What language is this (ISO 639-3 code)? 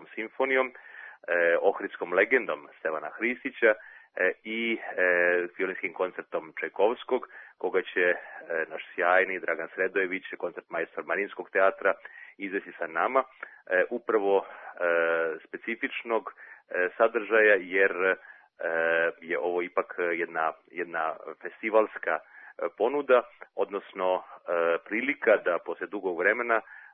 srp